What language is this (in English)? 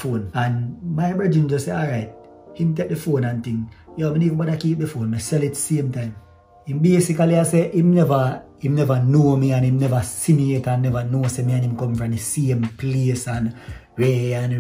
Jamaican Creole English